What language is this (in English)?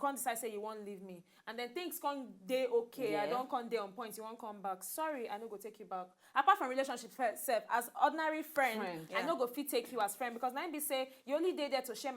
Nigerian Pidgin